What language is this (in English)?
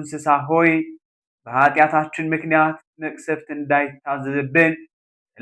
Amharic